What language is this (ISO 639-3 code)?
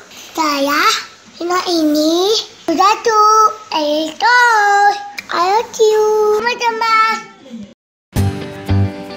ind